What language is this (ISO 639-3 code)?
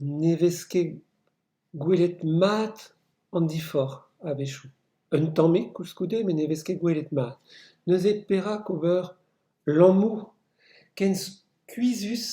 bre